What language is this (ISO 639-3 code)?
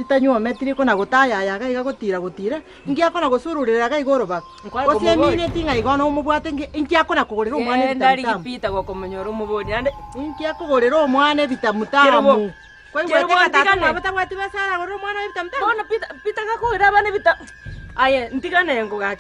guz